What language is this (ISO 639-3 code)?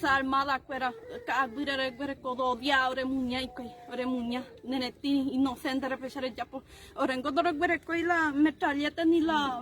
grn